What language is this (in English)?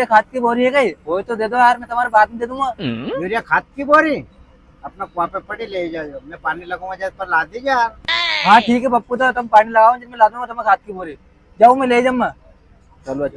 Rajasthani